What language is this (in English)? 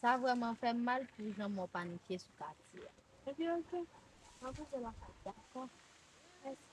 Haitian Creole